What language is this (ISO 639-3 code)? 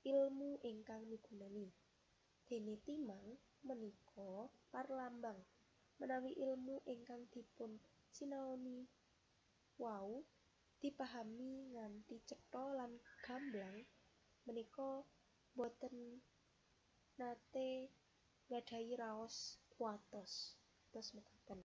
jav